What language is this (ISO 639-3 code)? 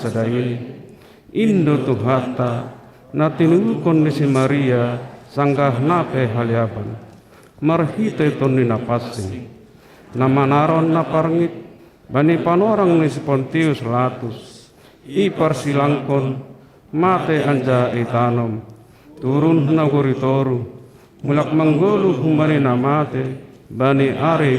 bts